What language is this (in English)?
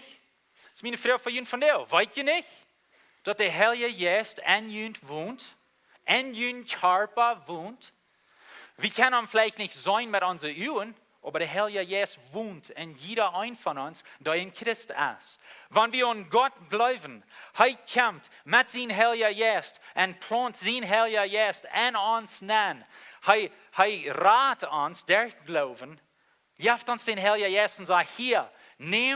Plautdietsch